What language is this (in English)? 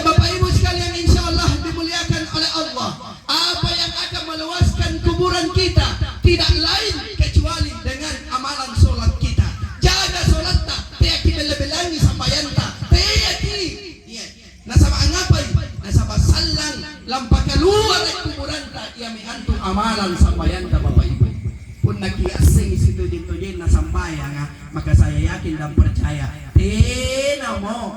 Makasar